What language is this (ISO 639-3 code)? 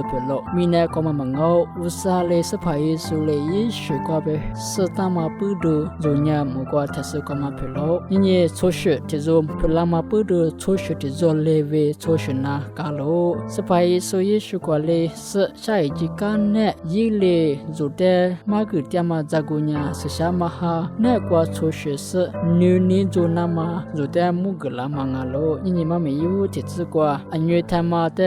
lis